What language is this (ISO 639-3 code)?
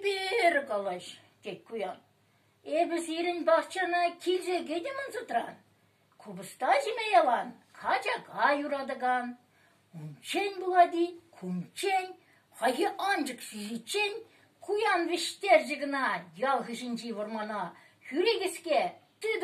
chv